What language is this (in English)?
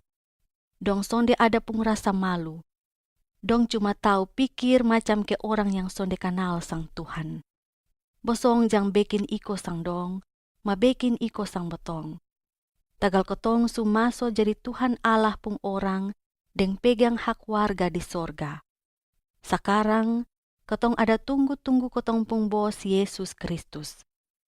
Kupang Malay